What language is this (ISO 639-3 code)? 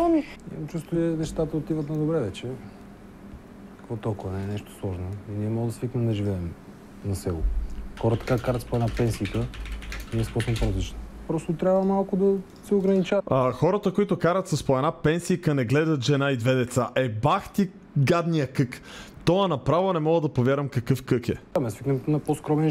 bul